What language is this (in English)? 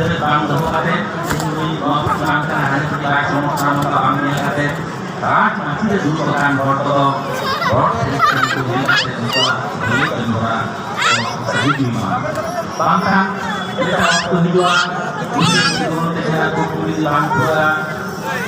Santali